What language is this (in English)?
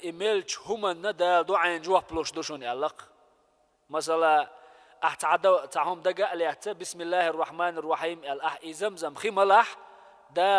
Chechen